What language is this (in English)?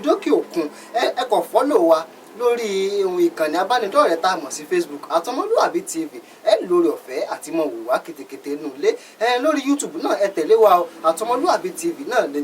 Yoruba